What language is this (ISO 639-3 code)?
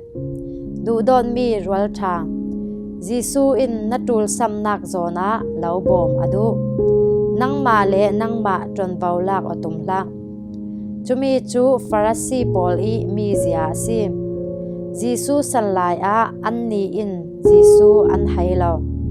cfm